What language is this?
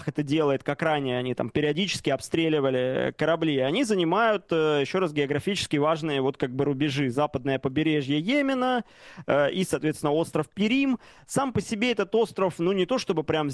Russian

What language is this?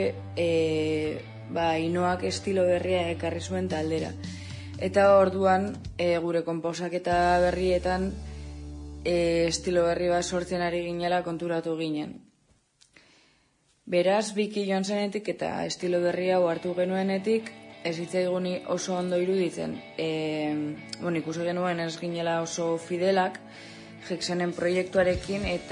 Basque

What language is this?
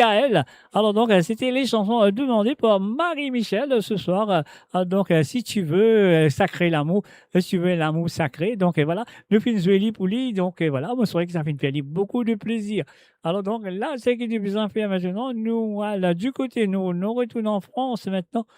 Morisyen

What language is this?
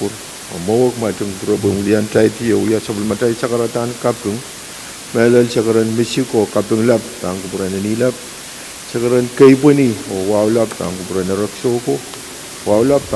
Pohnpeian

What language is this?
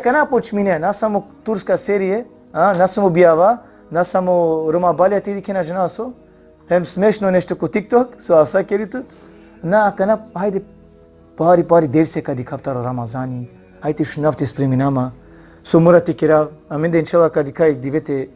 Balkan Romani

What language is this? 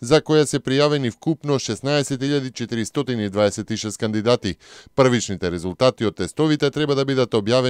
Macedonian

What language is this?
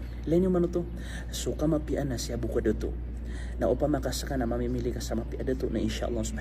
Maranao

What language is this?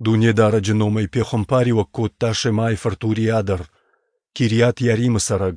Ossetic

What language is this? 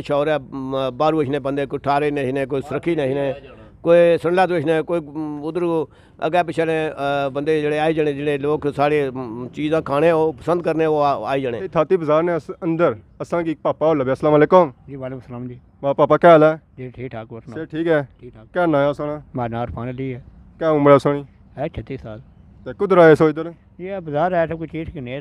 Pahari-Potwari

